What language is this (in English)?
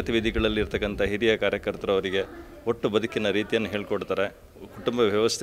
Kannada